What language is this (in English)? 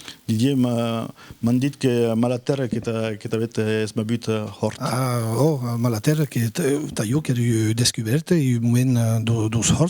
Occitan